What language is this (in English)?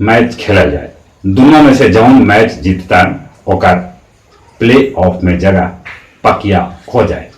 Magahi